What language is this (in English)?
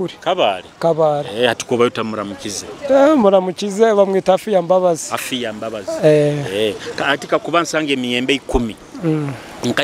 Nyoro